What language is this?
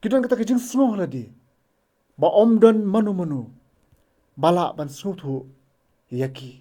Khasi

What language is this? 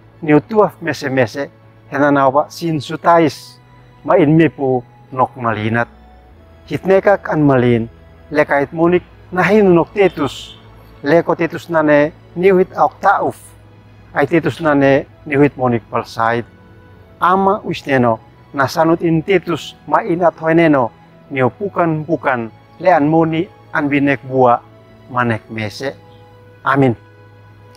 Uab Meto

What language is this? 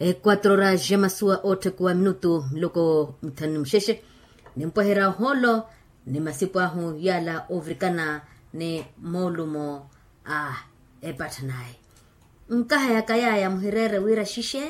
Makhuwa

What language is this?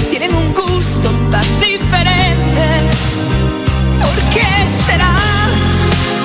Spanish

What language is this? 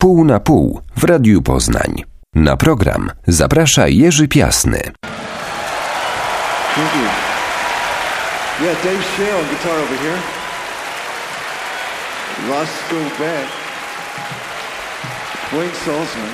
Polish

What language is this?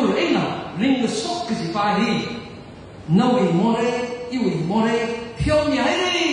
Tangkhul Naga (India)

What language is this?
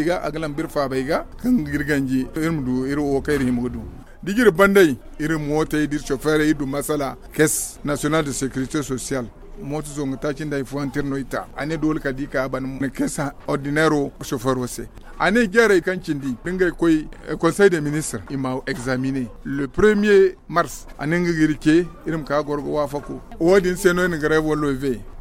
Zarma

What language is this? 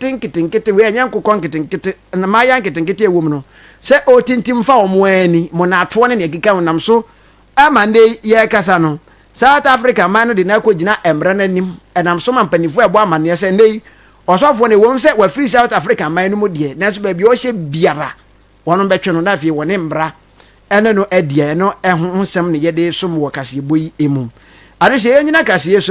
Akan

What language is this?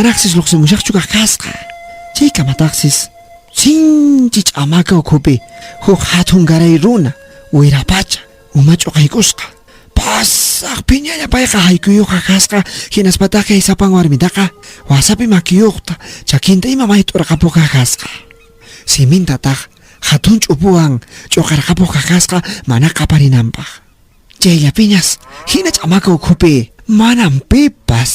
Quechua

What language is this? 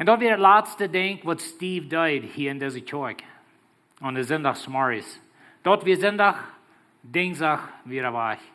Plautdietsch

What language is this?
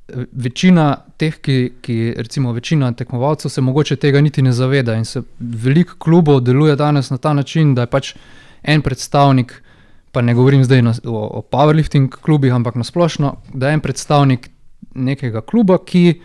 Slovenian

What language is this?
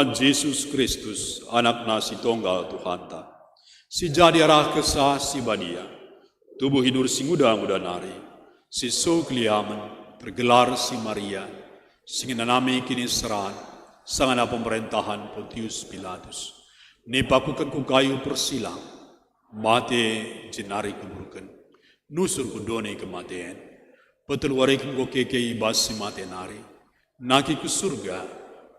Batak Karo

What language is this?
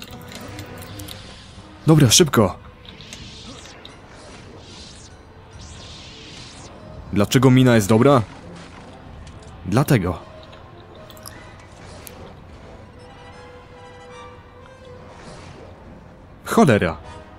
Polish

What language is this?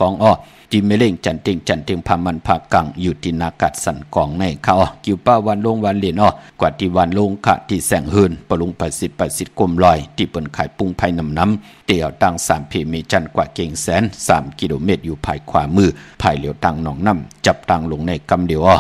Shan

